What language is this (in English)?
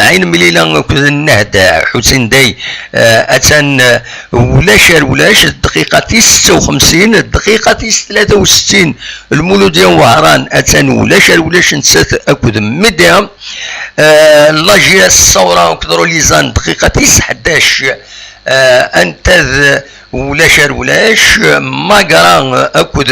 Kabyle